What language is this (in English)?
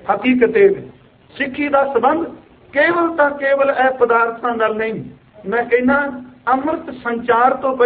Punjabi